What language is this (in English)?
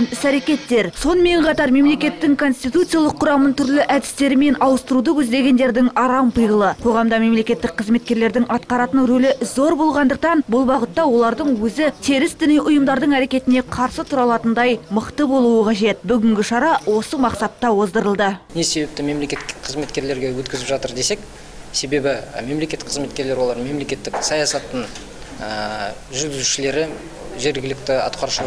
Kazakh